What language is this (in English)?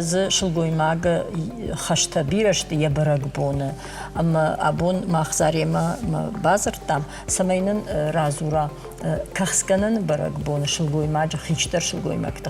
Ossetic